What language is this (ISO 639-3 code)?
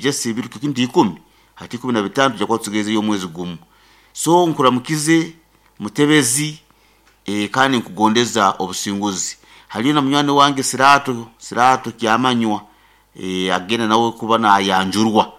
nyn